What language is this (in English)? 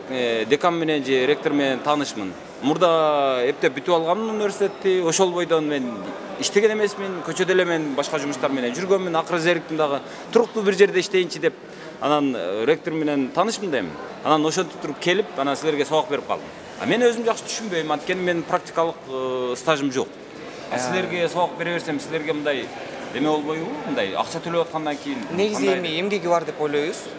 Kyrgyz